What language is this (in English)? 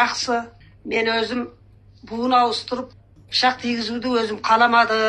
Kazakh